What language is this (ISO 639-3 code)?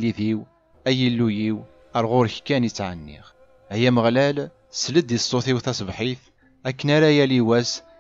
kab